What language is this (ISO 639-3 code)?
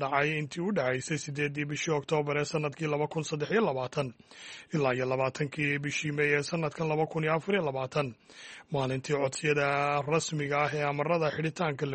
som